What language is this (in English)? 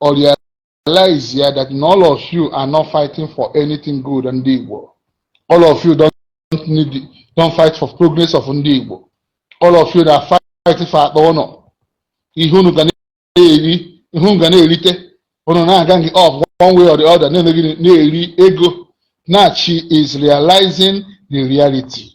Igbo